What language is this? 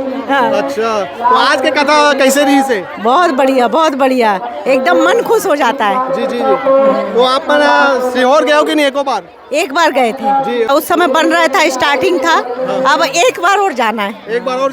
Chhattisgarhi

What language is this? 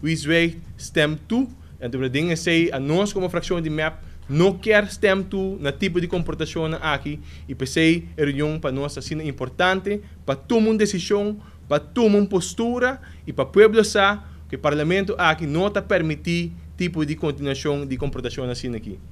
Papiamento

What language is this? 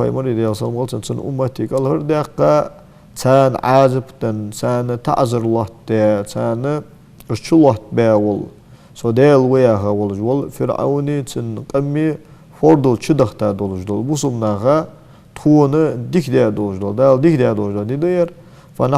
Ingush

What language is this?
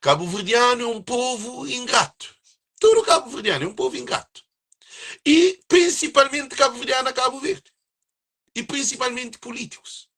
Kabuverdianu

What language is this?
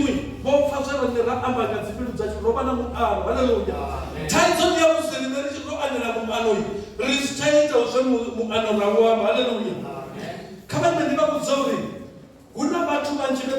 Venda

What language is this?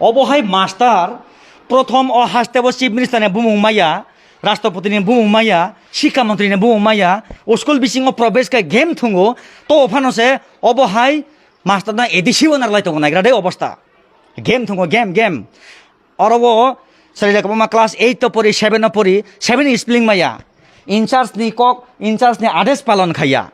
Kok Borok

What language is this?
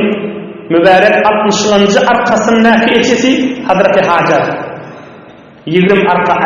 Turkmen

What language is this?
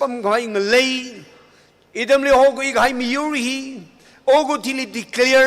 Tangkhul Naga (India)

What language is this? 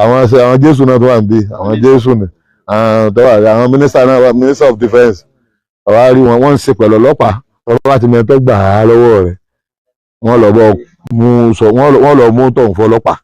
Yoruba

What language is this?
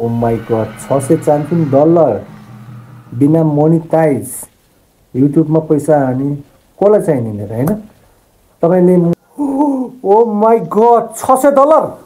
Nepali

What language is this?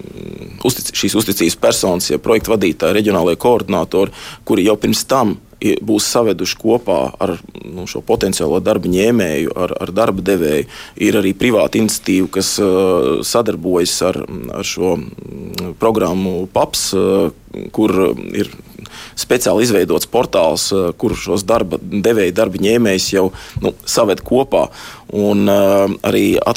Latvian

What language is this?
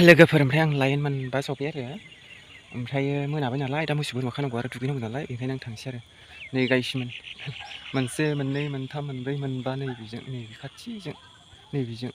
Bodo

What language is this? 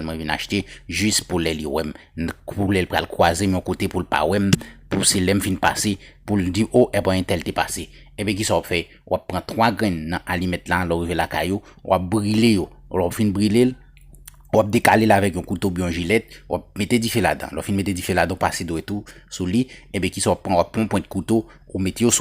Haitian Creole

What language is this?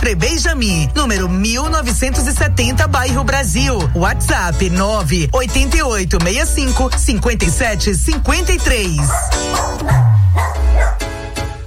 Portuguese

